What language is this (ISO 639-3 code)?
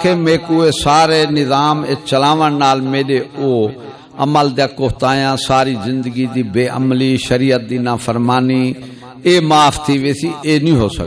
skr